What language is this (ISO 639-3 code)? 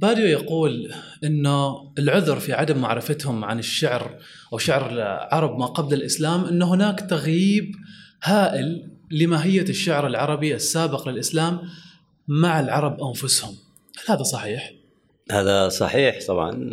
afb